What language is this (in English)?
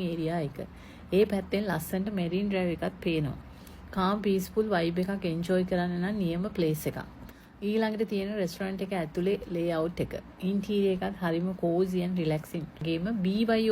Sinhala